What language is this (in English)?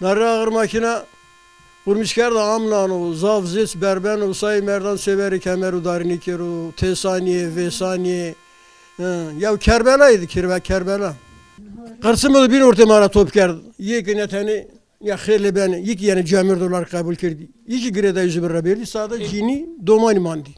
Zaza